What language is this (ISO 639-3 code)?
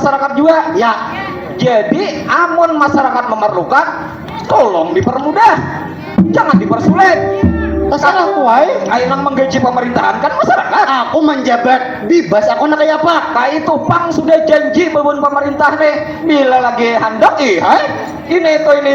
bjn